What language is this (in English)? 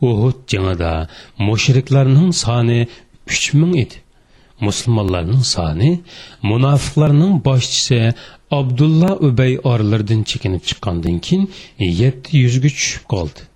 Uyghur